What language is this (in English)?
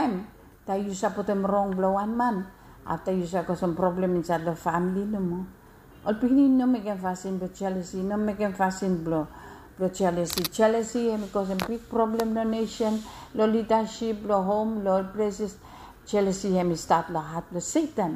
Bislama